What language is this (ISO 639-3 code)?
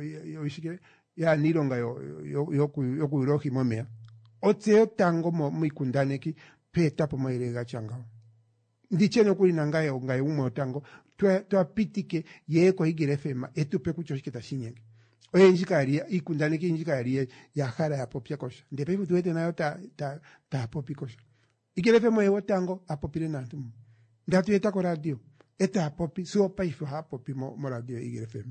kua